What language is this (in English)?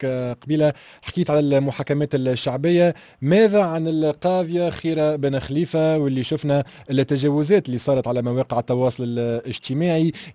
Tunisian Arabic